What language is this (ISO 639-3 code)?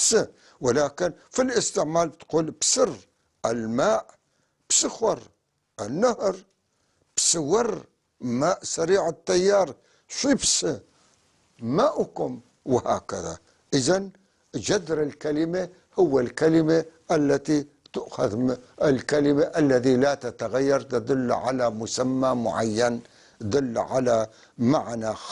apc